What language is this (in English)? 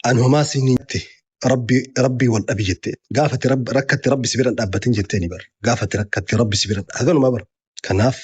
Oromo